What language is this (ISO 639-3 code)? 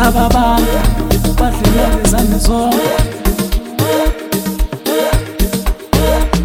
zul